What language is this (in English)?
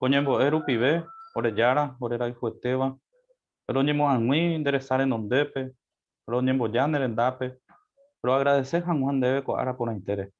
Guarani